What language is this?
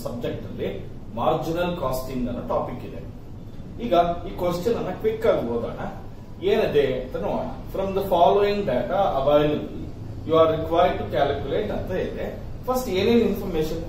Kannada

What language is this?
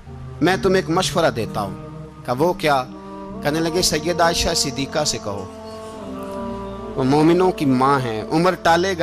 Urdu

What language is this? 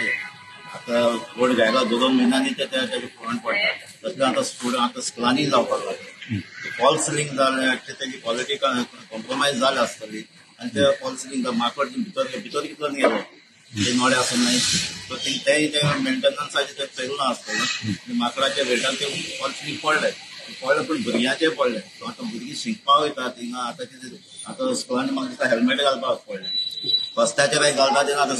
Konkani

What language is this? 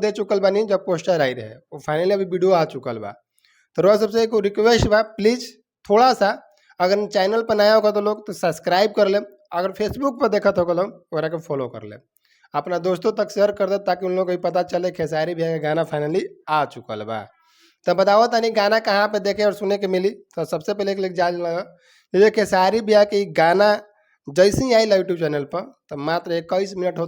Bhojpuri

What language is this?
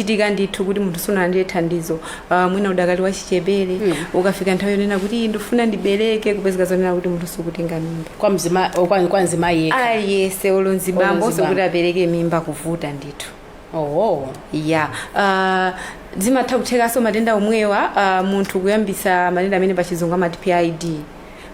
Nyanja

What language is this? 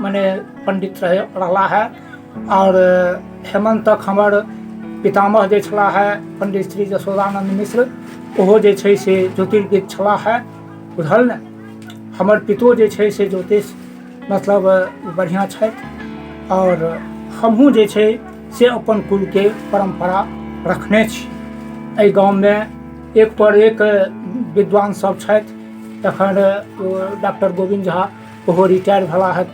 Maithili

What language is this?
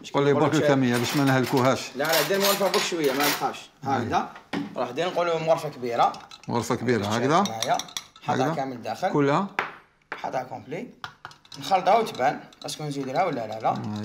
Algerian Arabic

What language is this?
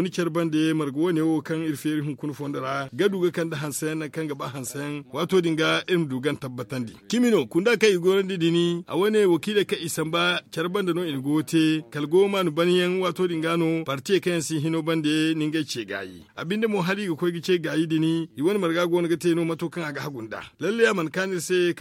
Zarma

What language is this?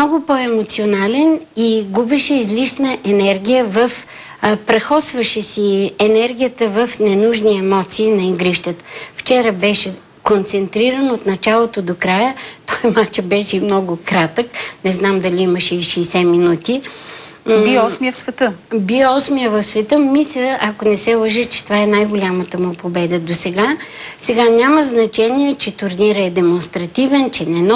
Bulgarian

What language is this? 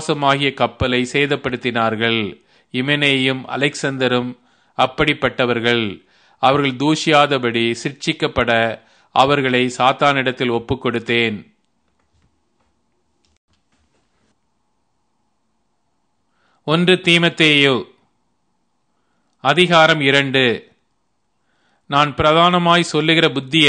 Tamil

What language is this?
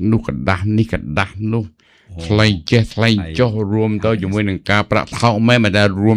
Khmer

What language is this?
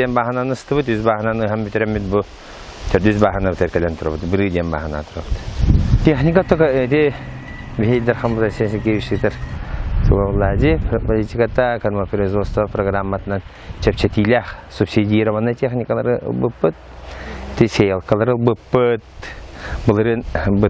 Yakut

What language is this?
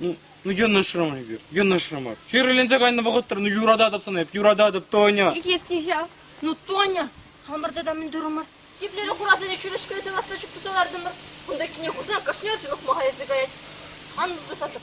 Chuvash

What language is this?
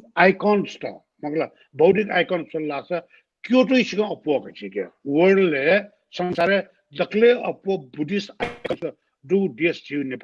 Newari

